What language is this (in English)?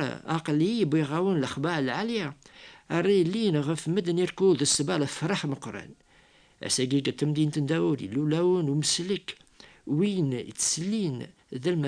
Kabyle